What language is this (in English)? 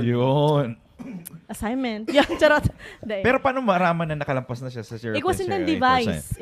Bikol